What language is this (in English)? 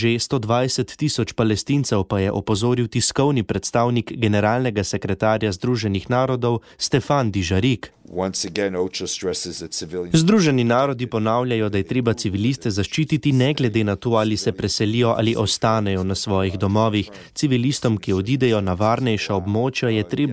Slovenian